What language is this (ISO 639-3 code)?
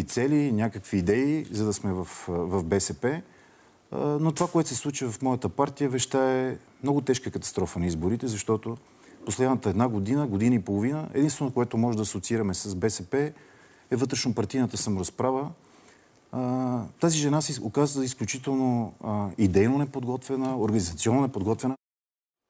bul